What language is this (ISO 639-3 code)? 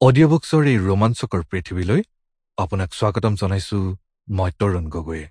asm